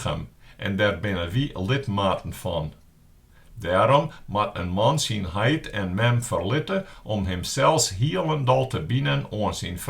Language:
Western Frisian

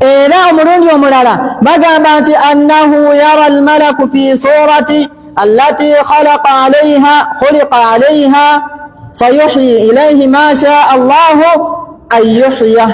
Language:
Ganda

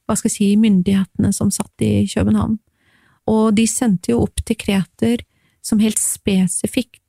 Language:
Norwegian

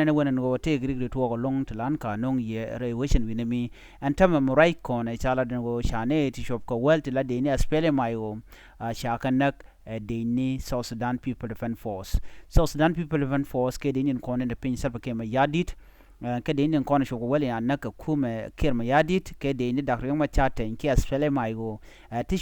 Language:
Nuer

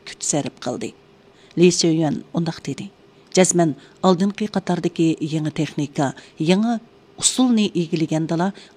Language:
Uyghur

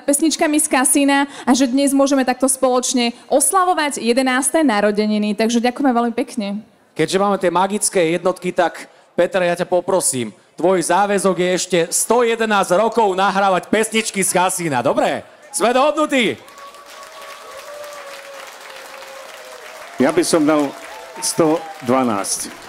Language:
Slovak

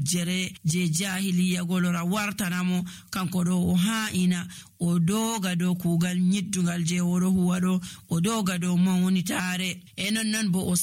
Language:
Nigerian Fulfulde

